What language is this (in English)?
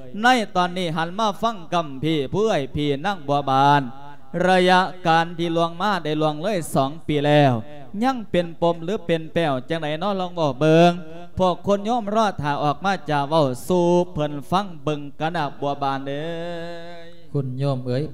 Lao